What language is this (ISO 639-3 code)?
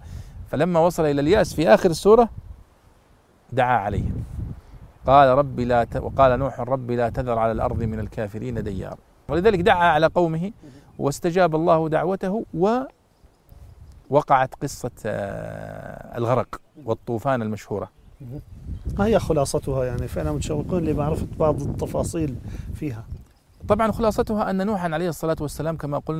ara